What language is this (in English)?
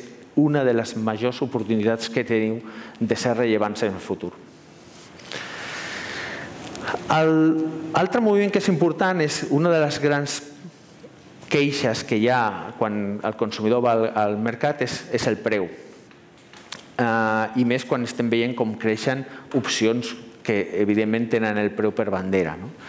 Catalan